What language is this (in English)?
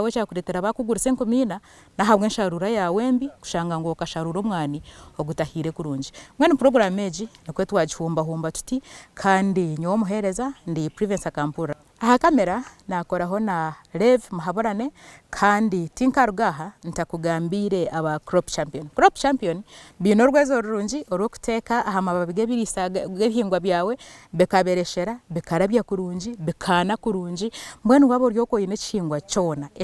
Nyankole